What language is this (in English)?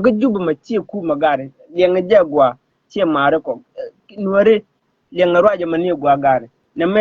Nuer